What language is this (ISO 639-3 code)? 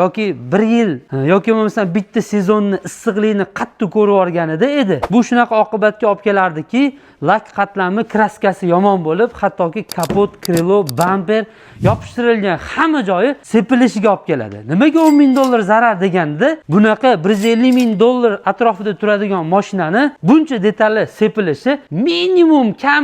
uzb